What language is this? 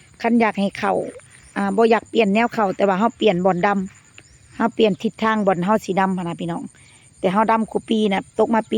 Lao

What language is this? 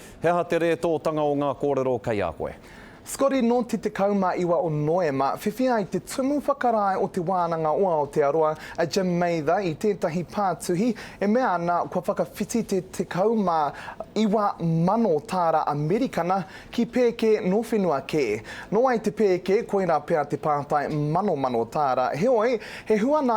Māori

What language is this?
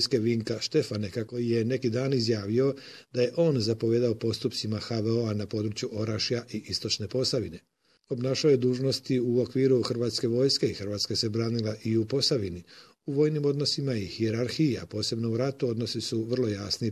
Croatian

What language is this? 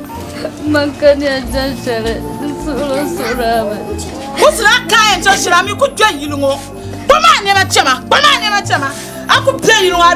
Dagbani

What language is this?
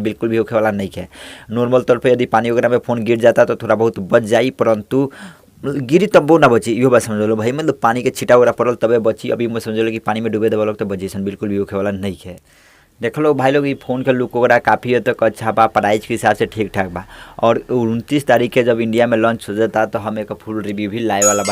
Bhojpuri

